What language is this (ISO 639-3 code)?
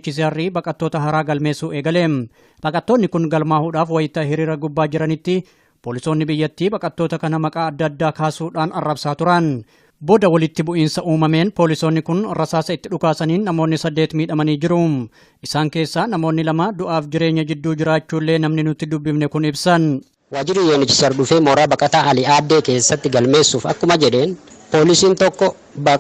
orm